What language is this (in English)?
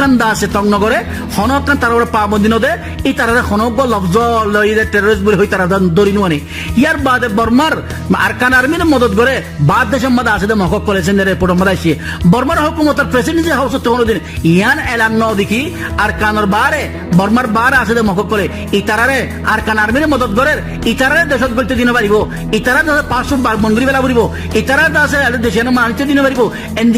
Rohingya